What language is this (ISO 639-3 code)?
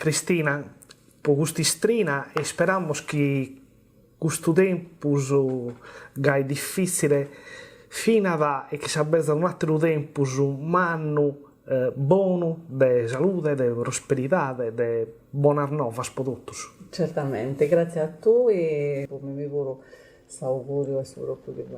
srd